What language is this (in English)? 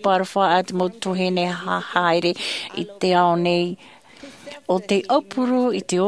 Tahitian